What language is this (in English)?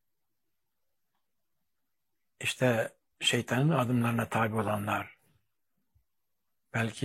Turkish